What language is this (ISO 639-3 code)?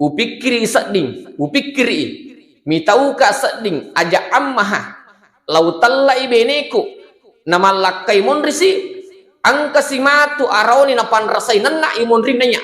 bug